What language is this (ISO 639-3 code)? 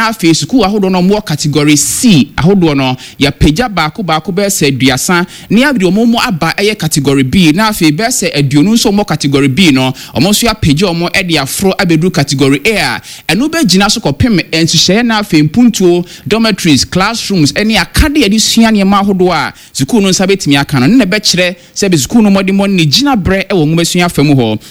aka